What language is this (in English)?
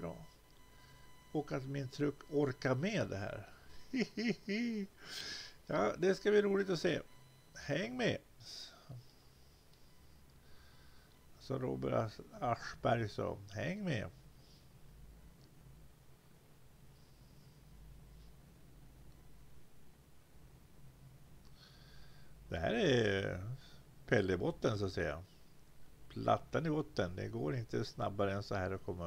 Swedish